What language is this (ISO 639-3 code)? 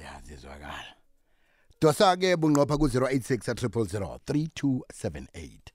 nbl